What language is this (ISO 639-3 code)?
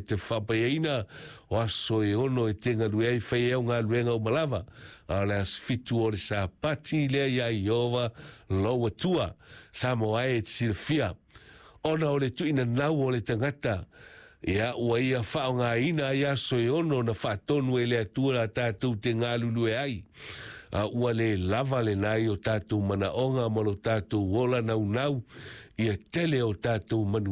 smo